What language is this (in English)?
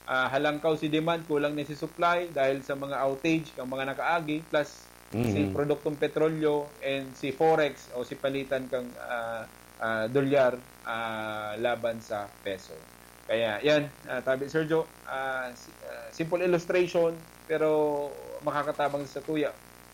Bikol